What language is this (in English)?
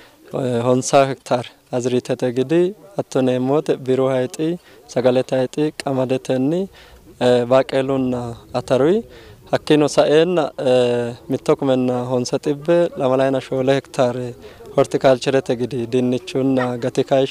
Sidamo